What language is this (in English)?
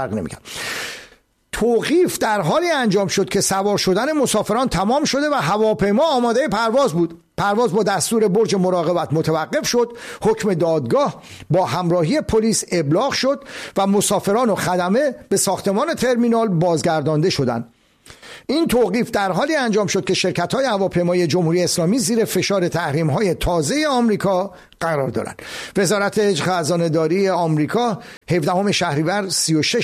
Persian